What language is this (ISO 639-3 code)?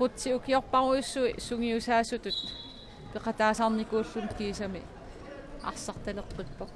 kal